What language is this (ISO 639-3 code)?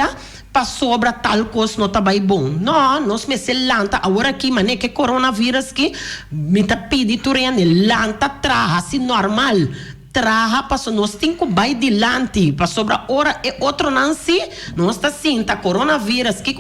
pap